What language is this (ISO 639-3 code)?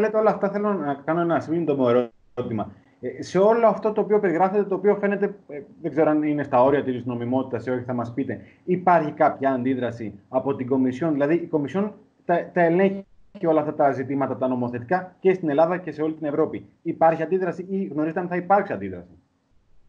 ell